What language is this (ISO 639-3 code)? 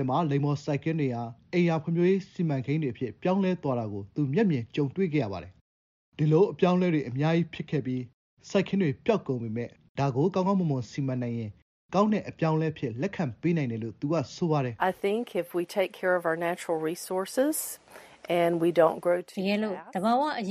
mya